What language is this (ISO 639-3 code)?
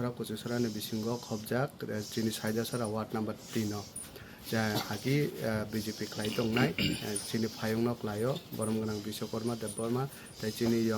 trp